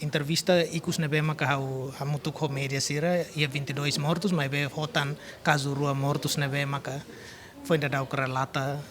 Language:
Tetum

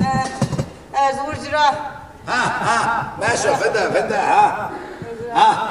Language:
Zaza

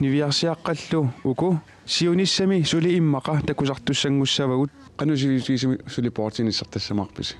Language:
Kalaallisut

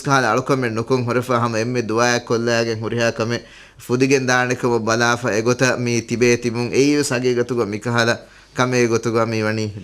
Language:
Divehi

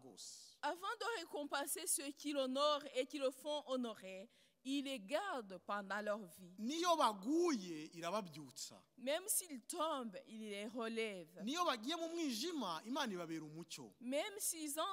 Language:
Kinyarwanda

